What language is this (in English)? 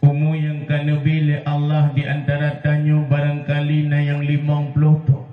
Achinese